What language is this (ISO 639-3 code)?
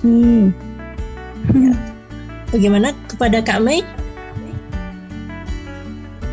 ind